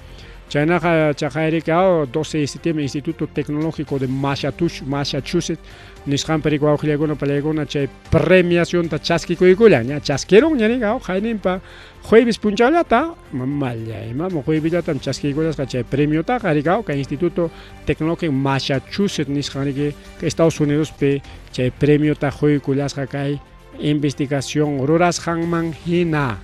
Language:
Ayacucho Quechua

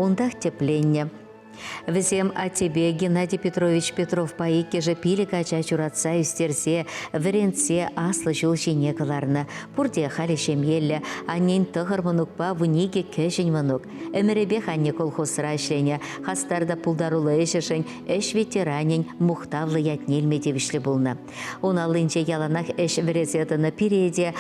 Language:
Chuvash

